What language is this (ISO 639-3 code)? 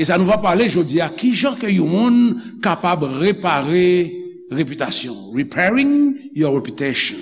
hat